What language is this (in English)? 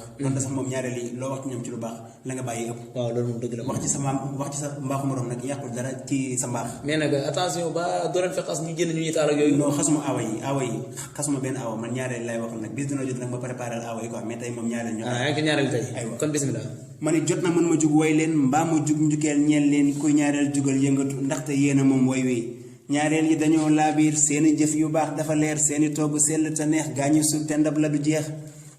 Wolof